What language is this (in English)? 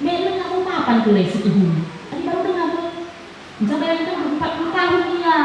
Batak Karo